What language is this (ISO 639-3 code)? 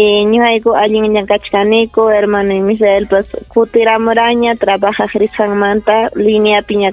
quy